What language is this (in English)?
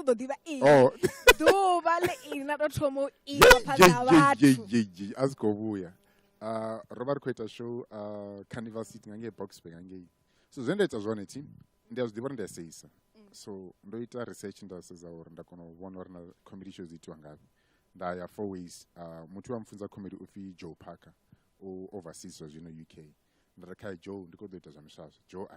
Venda